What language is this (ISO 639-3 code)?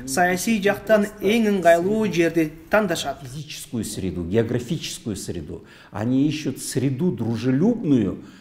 kir